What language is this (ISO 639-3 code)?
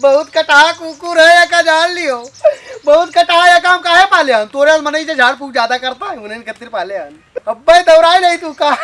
awa